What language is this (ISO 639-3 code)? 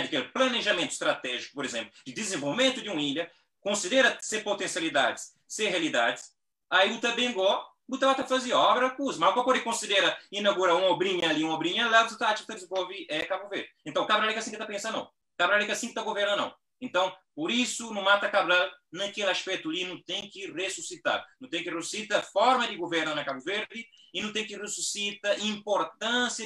kea